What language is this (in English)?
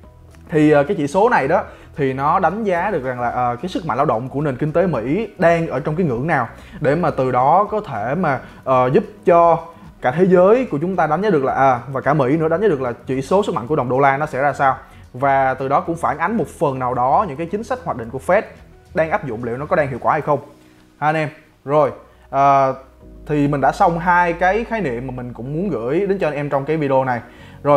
Vietnamese